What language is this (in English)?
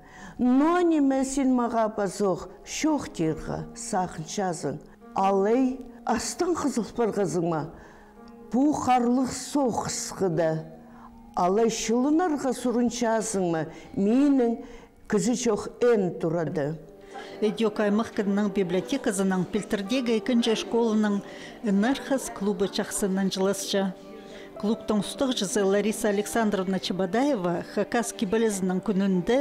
Khakas